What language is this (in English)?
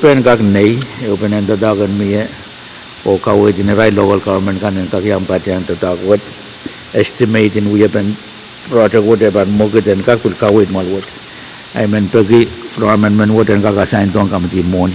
Pohnpeian